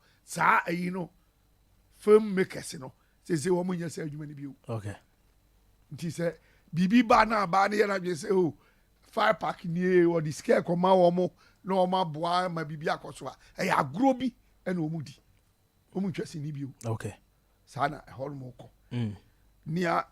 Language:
Akan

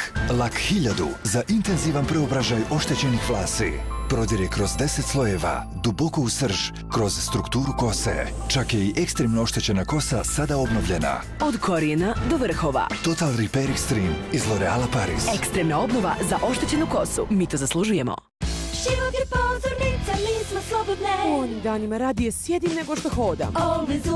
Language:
Serbian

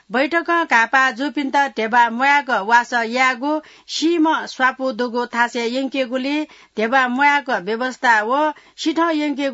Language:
Newari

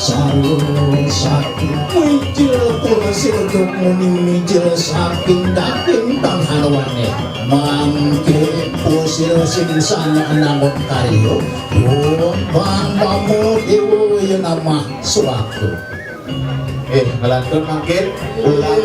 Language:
Balinese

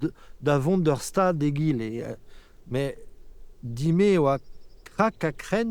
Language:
Breton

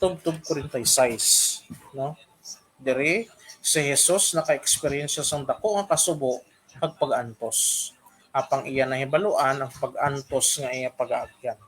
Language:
Hiligaynon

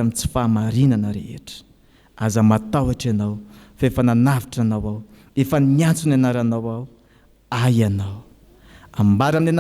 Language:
Malagasy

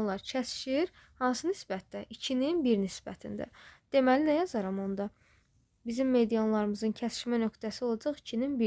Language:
Azerbaijani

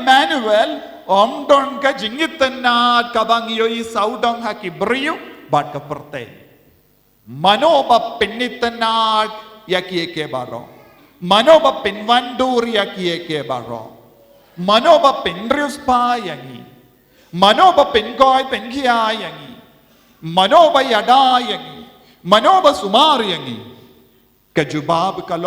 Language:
Khasi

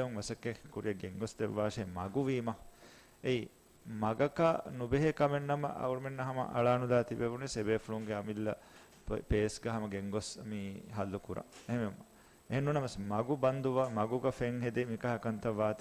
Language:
Divehi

